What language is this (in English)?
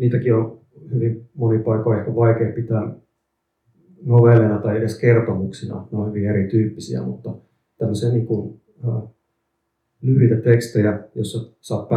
Finnish